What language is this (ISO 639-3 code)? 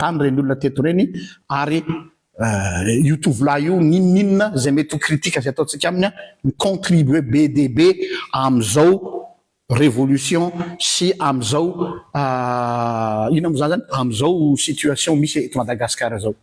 mlg